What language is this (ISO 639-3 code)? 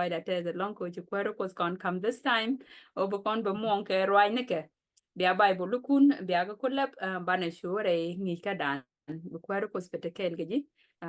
nus